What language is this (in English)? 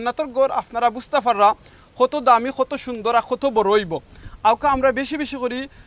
Sylheti